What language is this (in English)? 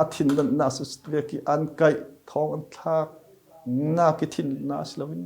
Falam Chin